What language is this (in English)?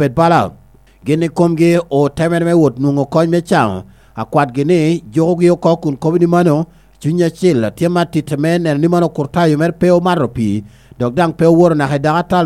Lango (Uganda)